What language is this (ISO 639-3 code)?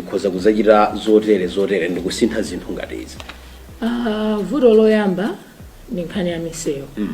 nya